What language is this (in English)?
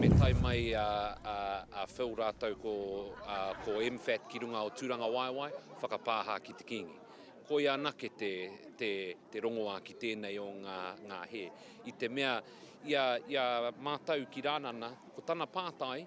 Māori